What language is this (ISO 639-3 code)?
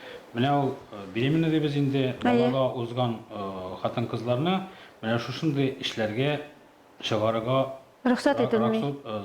tat